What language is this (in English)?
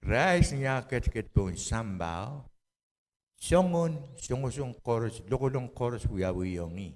Pohnpeian